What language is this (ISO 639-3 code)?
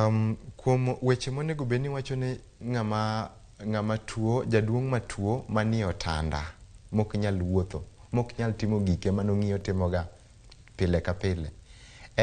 luo